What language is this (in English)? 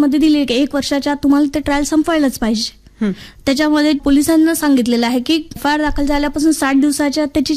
Marathi